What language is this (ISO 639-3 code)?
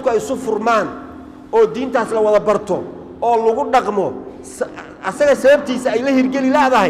som